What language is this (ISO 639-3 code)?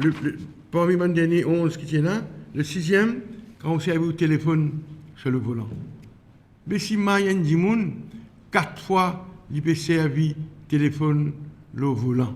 mfe